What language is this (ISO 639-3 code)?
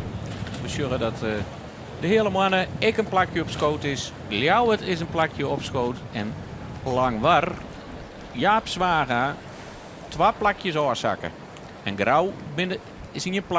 fry